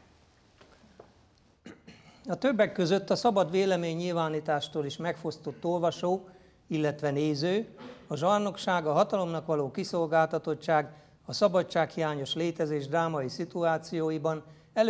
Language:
Hungarian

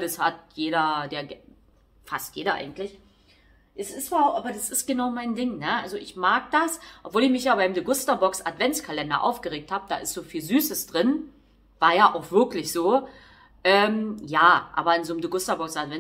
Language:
German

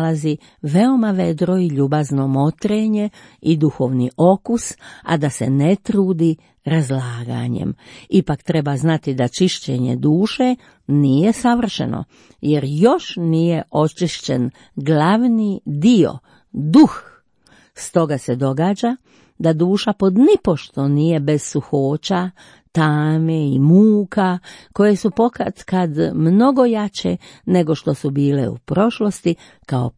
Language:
Croatian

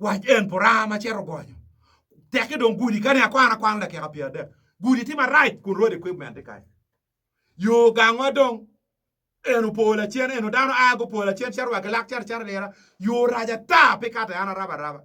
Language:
Acoli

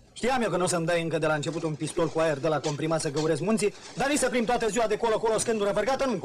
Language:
Romanian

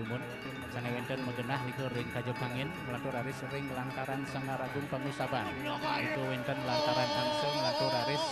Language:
Balinese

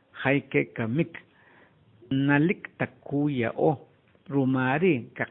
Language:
Achi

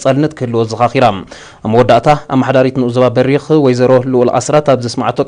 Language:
Tigrinya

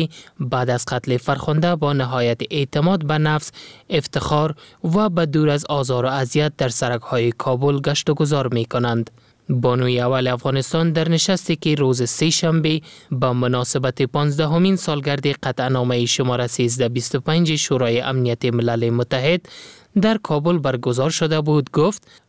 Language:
Persian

